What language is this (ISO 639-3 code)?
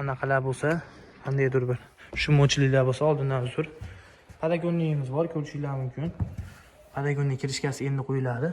uzb